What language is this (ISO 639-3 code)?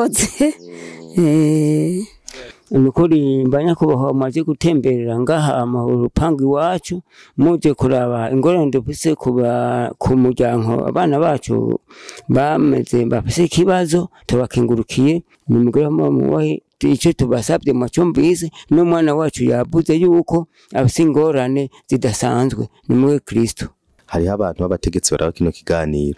run